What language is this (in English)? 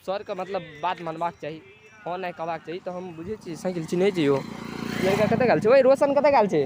Maithili